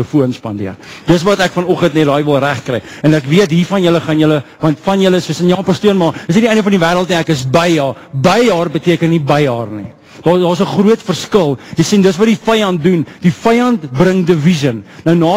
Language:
Afrikaans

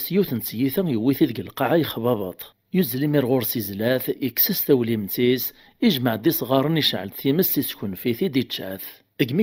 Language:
Kabyle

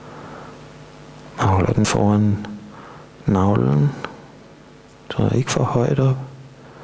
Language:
Danish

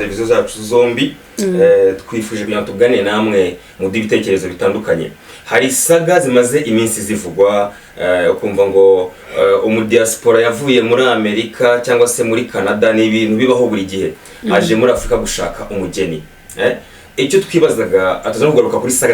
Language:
Kinyarwanda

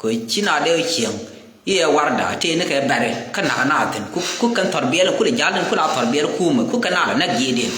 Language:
Nuer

